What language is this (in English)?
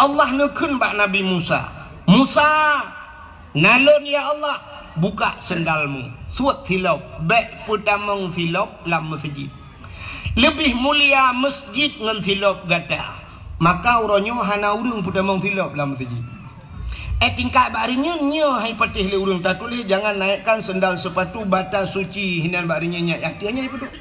Achinese